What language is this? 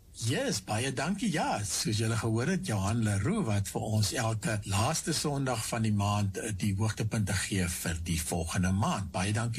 Afrikaans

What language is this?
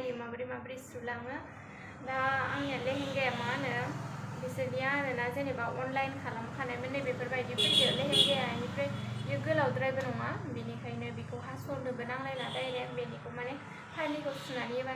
Bodo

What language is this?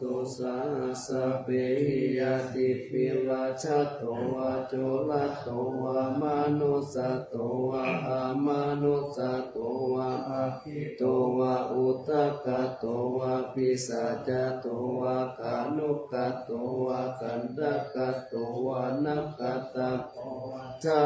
Pali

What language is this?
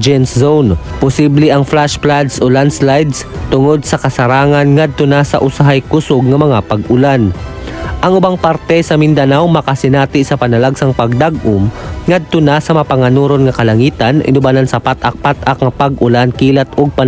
Cebuano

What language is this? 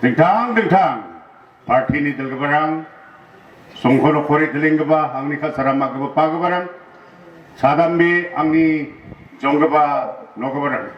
Garo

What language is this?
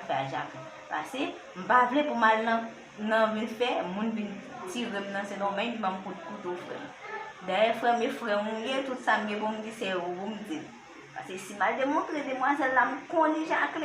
Haitian Creole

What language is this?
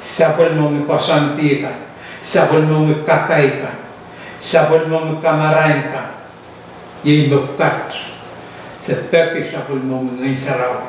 Pohnpeian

